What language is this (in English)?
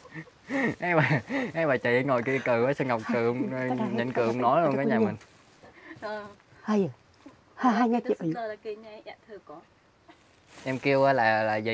Vietnamese